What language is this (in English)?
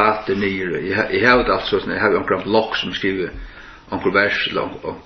Faroese